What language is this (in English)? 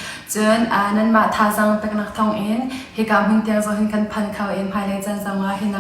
Falam Chin